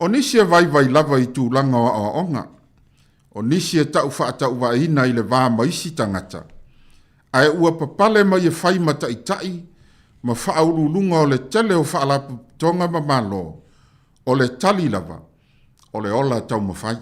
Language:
Samoan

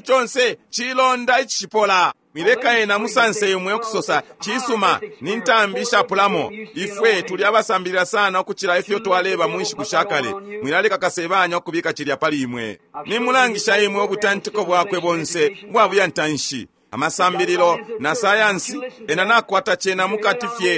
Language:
Bemba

